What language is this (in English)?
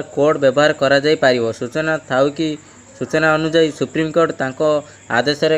Odia